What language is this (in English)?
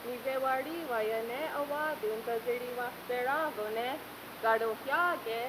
Mohawk